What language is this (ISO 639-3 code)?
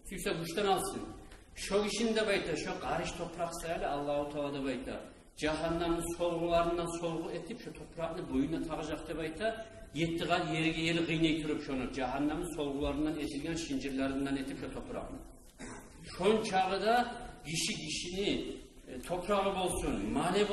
kum